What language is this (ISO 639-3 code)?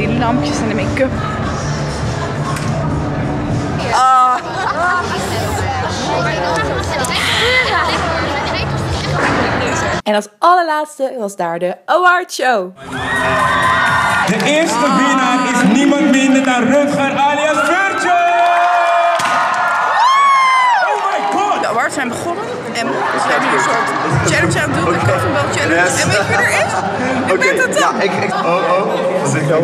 nld